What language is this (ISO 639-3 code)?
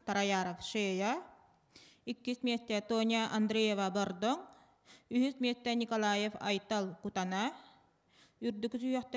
sah